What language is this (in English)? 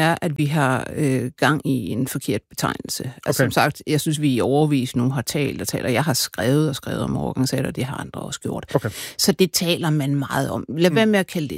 Danish